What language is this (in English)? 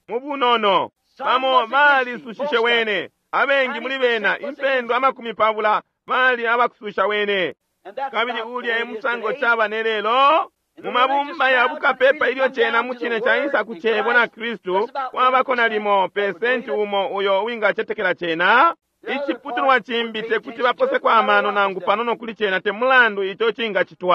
Bemba